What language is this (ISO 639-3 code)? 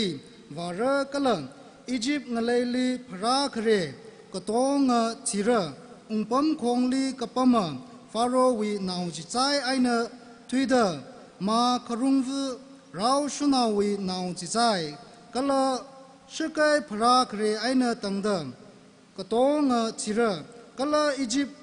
nmf